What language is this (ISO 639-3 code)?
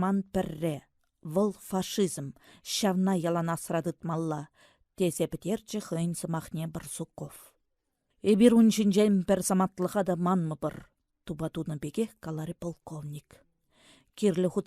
chv